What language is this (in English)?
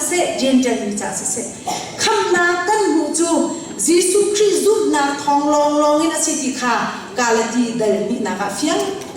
Hakha Chin